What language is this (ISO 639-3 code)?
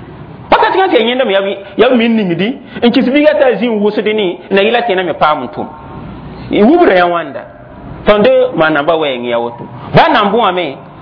mos